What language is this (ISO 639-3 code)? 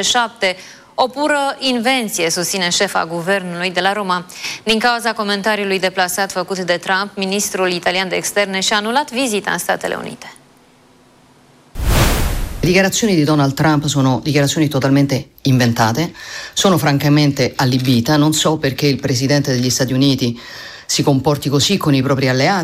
ron